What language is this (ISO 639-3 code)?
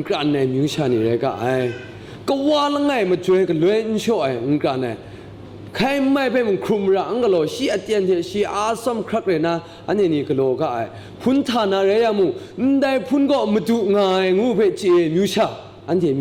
kac